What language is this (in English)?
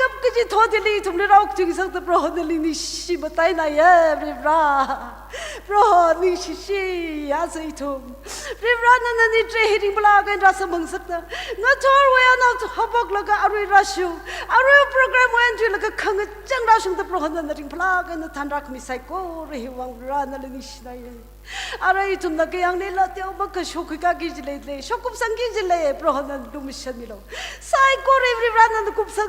Tangkhul Naga (India)